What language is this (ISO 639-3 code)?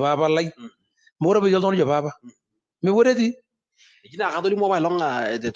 mas